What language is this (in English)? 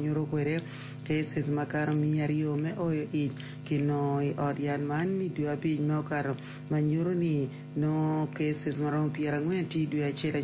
Acoli